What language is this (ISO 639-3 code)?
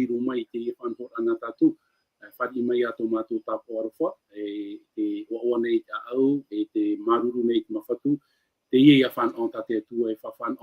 tah